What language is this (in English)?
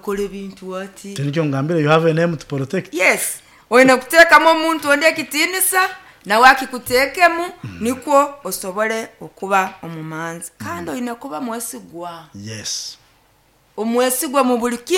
Nyoro